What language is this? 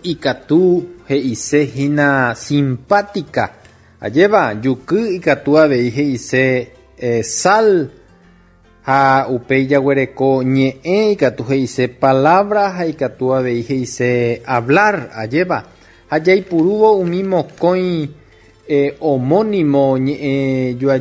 Guarani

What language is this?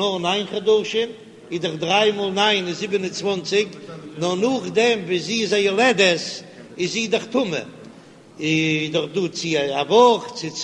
Yiddish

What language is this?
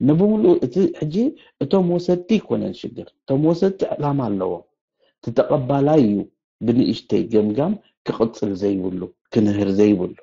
Tigrinya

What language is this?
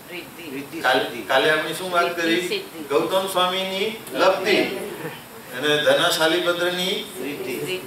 Gujarati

